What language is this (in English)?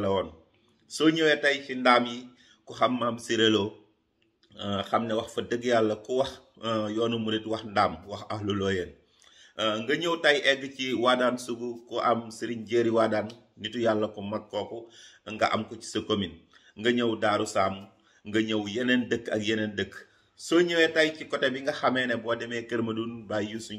Wolof